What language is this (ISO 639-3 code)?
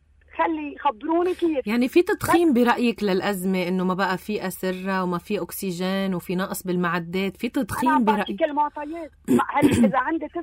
apc